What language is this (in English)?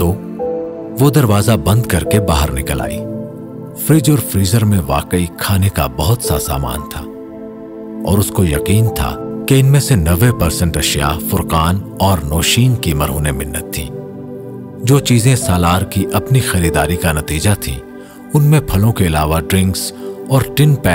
Urdu